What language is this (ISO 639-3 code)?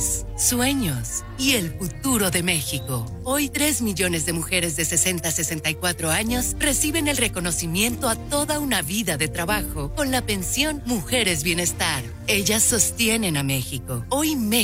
spa